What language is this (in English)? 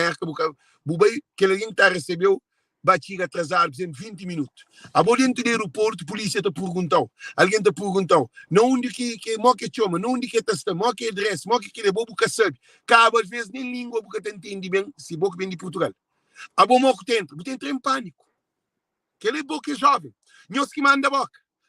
Kabuverdianu